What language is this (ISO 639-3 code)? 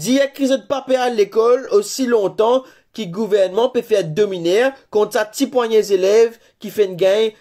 mfe